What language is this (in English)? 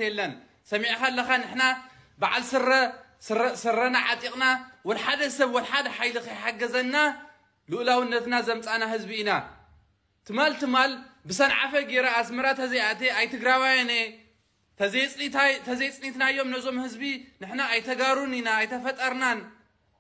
Tigrinya